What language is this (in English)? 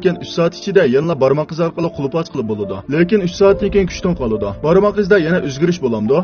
Uyghur